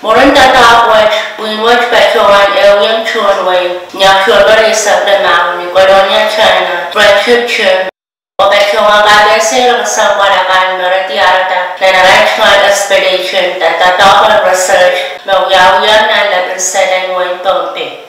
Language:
Pohnpeian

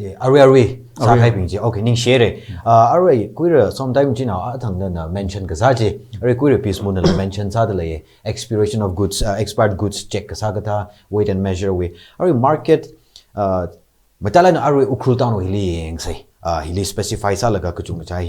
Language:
Tangkhul Naga (India)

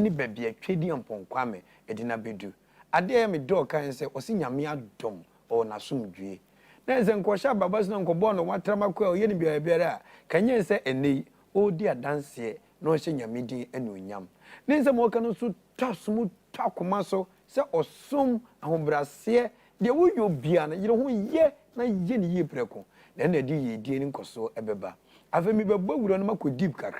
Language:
Akan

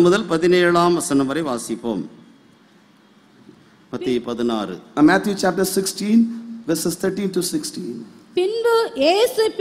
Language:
Tamil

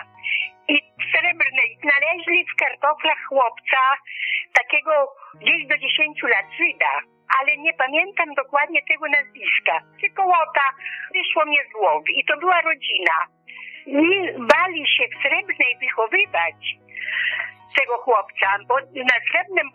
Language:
Polish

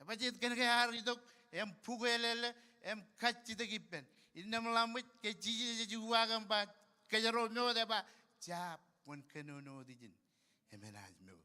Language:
Marshallese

